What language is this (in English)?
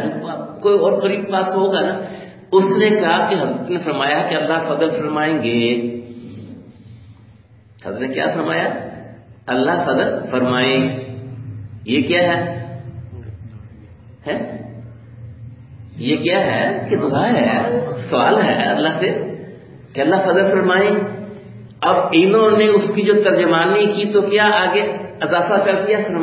Urdu